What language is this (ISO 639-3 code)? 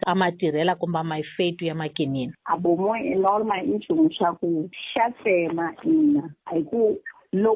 tso